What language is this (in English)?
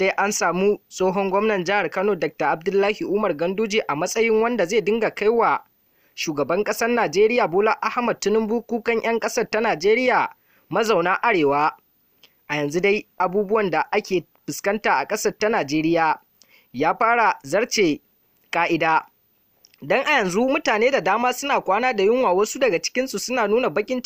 Hausa